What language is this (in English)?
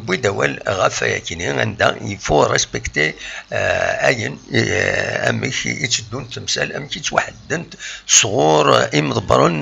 Kabyle